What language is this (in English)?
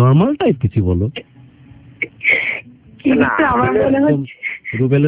Bangla